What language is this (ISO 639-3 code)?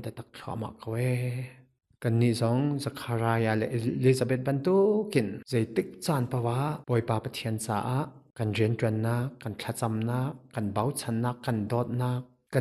cnh